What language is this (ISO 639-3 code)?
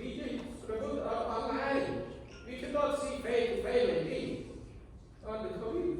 cmo